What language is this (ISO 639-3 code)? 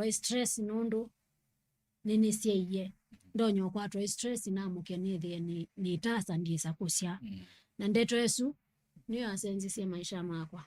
kam